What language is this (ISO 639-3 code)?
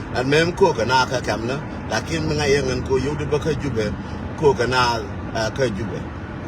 nus